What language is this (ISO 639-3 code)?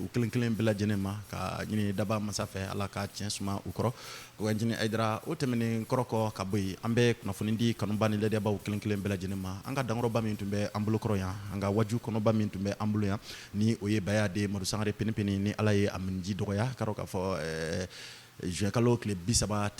bam